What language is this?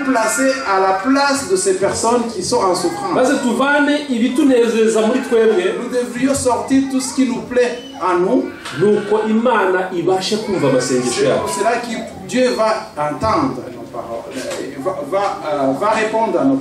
Kinyarwanda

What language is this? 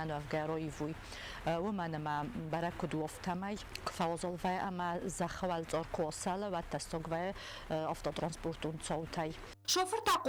Ossetic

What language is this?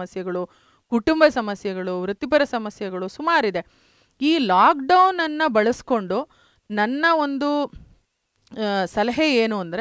Kannada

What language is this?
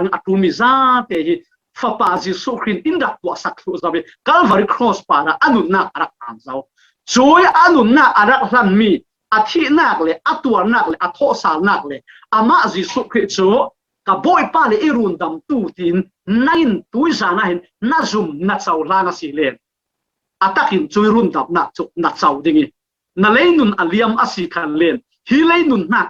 Falam Chin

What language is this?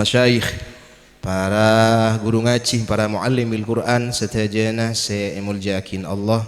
Madurese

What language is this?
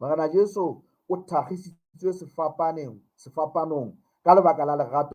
Southern Sotho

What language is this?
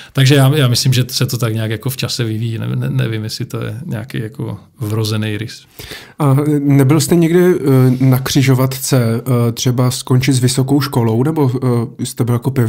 Czech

